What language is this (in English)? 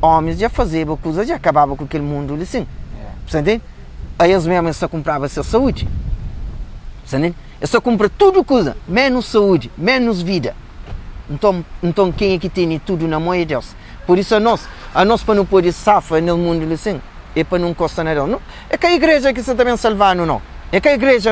Kabuverdianu